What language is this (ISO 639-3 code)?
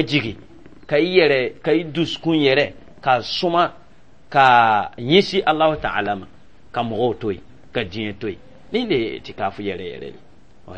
dyu